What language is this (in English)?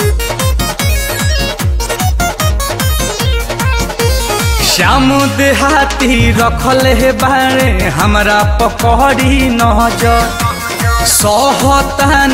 Bhojpuri